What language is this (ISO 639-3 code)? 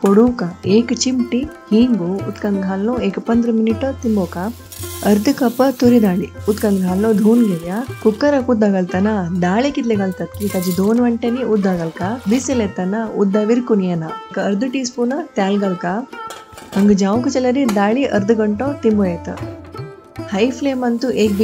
kok